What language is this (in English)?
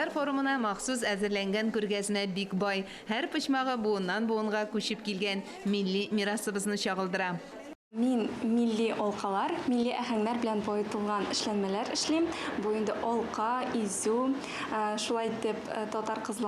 Tatar